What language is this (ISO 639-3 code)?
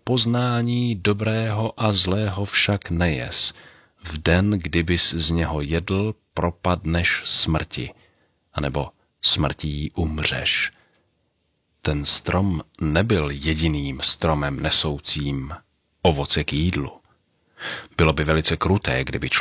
ces